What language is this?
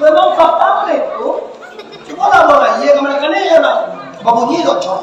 Minangkabau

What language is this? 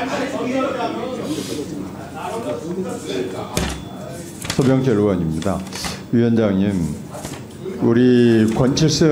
Korean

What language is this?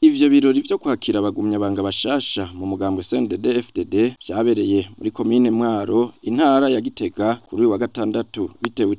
Rundi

